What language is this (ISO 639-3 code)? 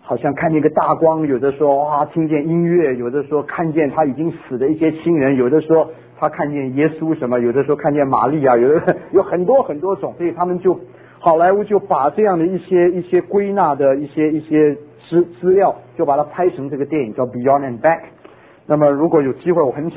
zho